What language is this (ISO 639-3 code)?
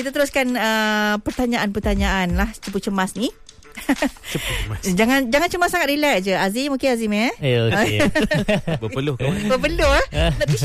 msa